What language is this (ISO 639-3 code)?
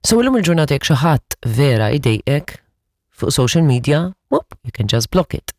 mlt